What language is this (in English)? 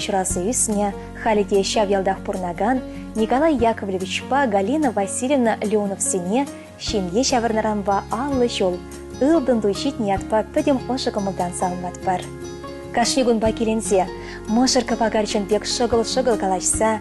Chuvash